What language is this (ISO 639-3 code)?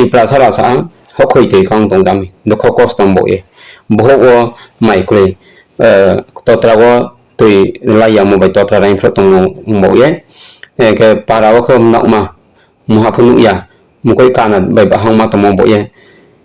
ria